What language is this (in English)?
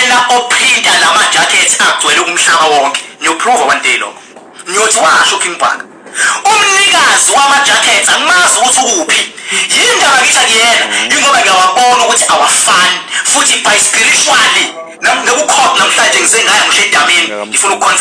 Zulu